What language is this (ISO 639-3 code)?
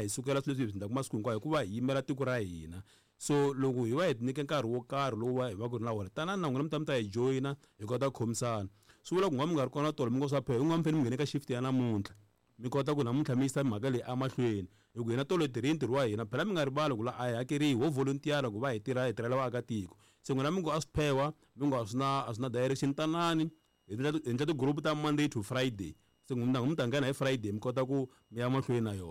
tso